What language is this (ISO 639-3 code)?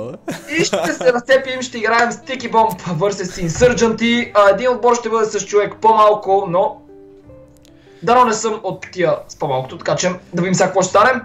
bul